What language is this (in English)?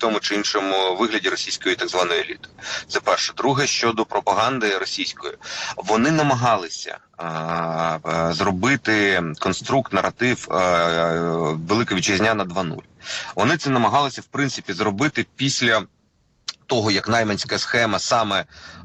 Ukrainian